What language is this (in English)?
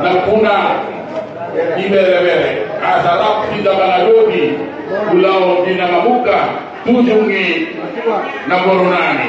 Batak Toba